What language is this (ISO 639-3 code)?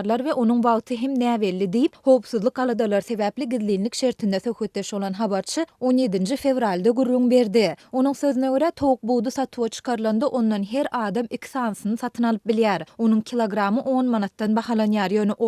tuk